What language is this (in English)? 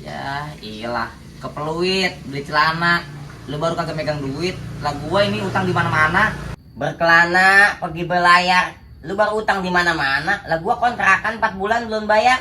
Betawi